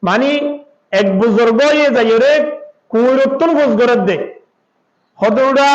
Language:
Rohingya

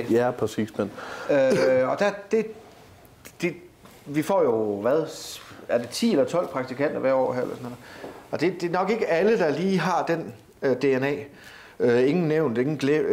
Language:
Danish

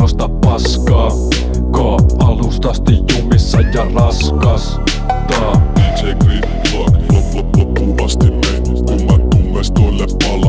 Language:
Finnish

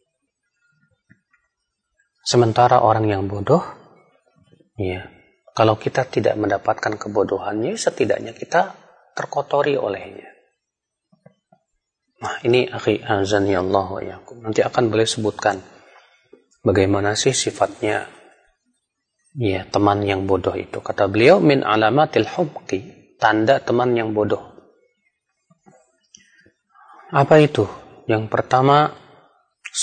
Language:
Indonesian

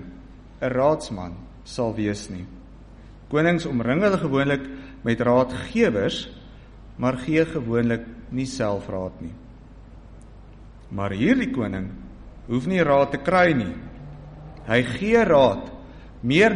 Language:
Afrikaans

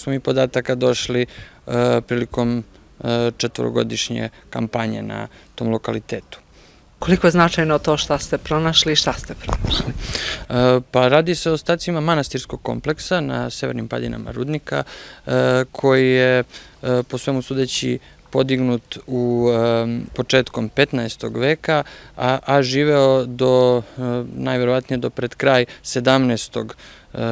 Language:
Serbian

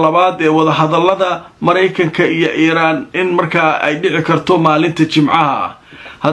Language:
Somali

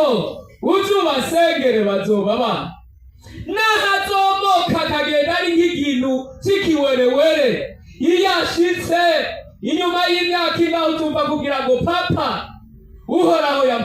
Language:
Rundi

